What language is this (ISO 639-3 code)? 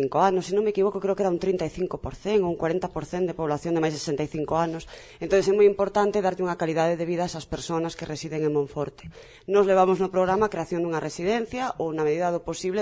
glg